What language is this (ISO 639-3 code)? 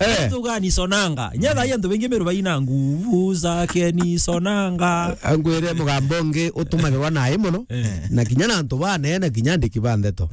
mer